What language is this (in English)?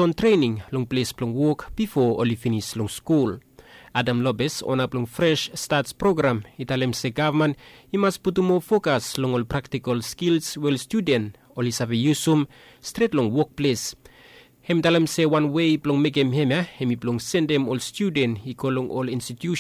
Bislama